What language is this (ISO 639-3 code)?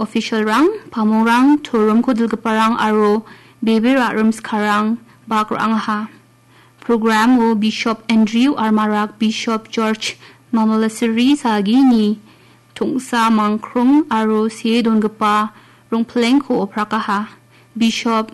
grt